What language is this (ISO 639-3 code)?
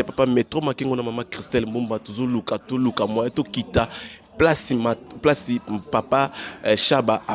lin